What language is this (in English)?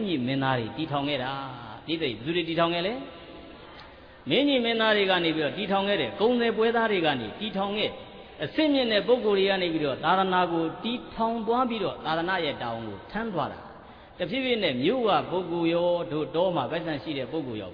Burmese